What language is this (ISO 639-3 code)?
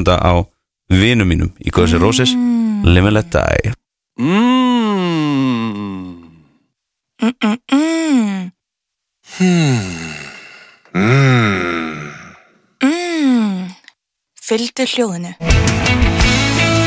isl